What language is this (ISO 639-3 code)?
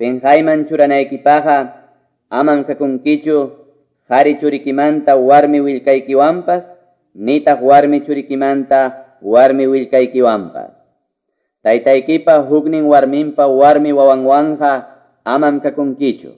que